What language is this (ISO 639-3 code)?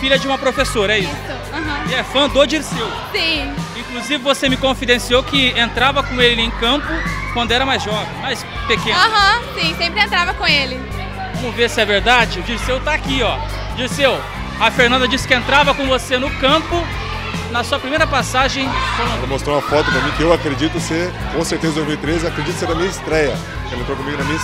por